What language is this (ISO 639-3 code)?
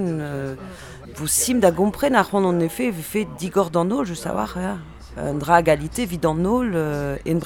bre